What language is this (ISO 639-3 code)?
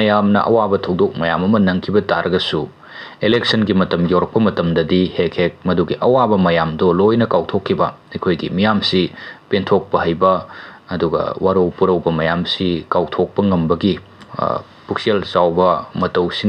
mni